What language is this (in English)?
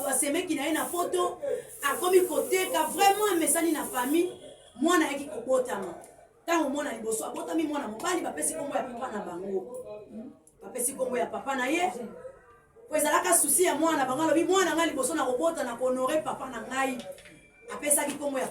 Lingala